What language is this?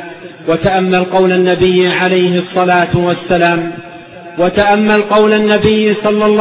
Arabic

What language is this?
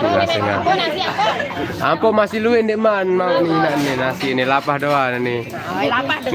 Sasak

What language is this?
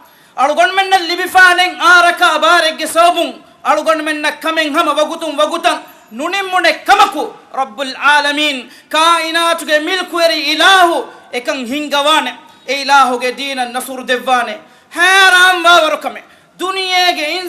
Divehi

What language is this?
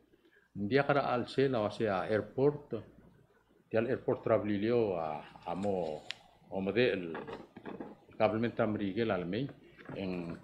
Palauan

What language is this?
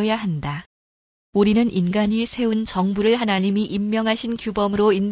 Korean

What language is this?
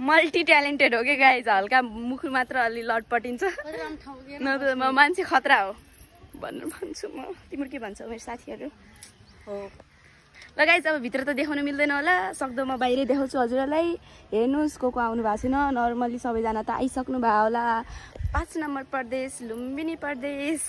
Nepali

